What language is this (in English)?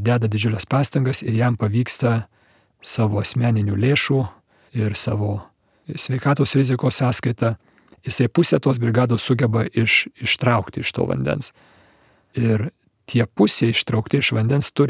Lithuanian